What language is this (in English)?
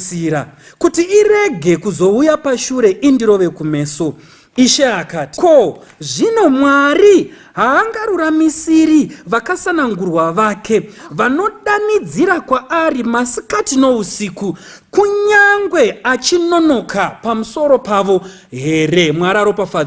Shona